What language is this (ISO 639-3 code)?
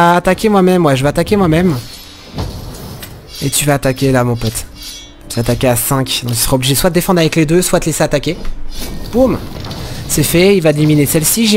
fra